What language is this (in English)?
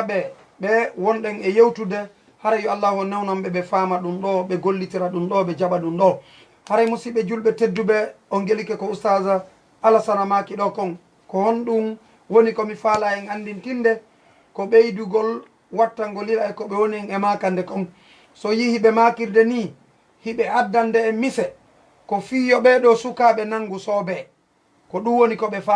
Fula